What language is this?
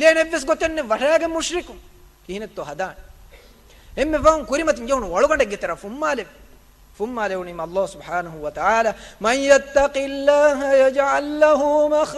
Divehi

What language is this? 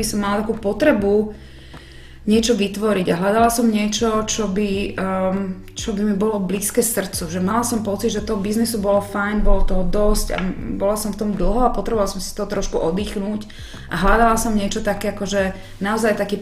Slovak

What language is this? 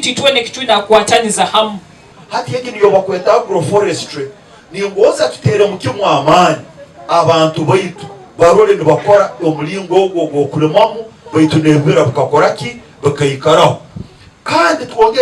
Nyankole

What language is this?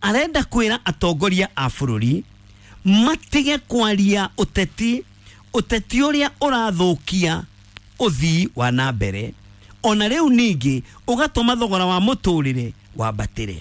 Kikuyu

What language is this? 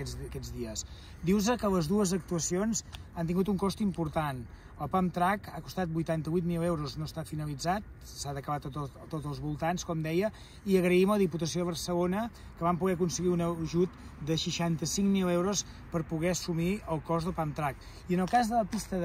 Catalan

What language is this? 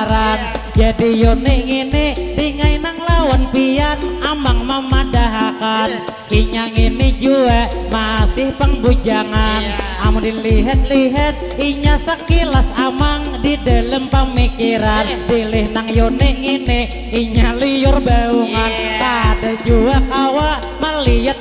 Banjar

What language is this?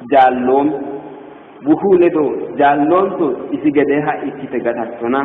Sidamo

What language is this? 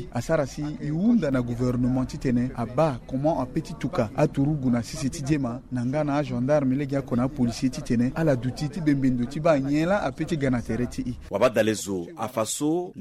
Sango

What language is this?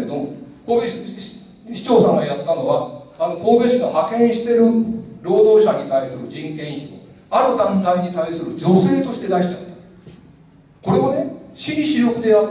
Japanese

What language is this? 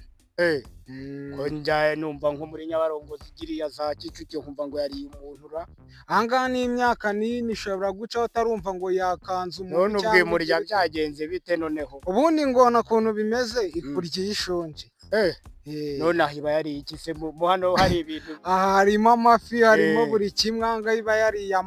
Kinyarwanda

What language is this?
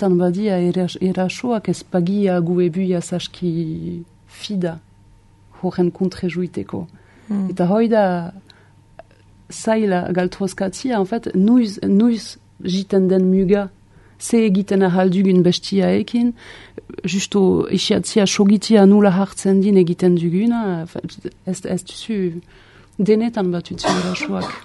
Basque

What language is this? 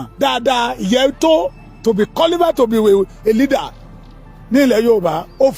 Yoruba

